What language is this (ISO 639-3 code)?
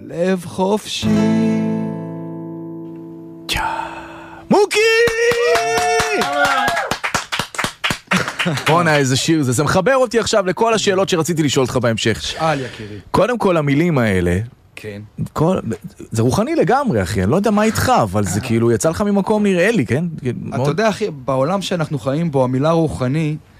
heb